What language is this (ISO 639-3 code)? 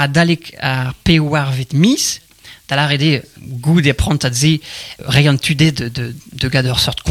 bre